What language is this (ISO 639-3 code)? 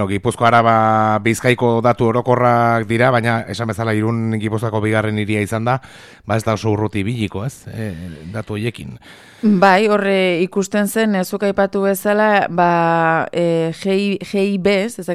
eus